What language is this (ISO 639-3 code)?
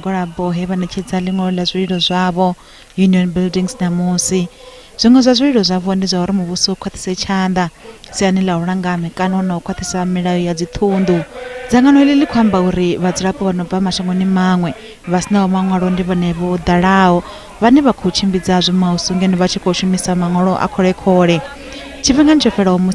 ven